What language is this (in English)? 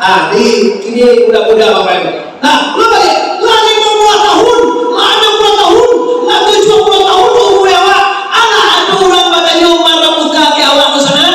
Minangkabau